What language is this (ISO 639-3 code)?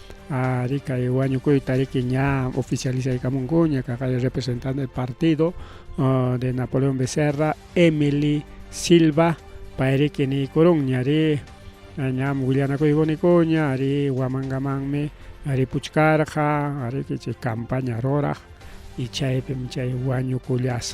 quy